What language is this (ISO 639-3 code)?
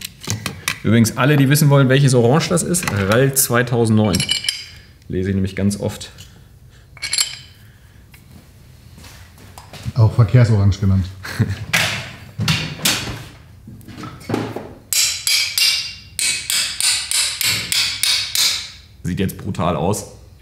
deu